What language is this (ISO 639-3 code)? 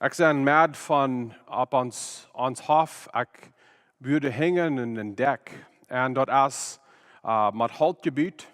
pdt